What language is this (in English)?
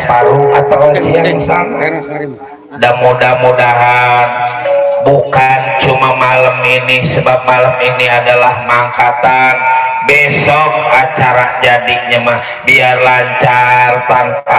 Betawi